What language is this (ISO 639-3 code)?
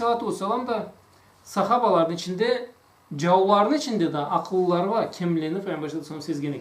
krc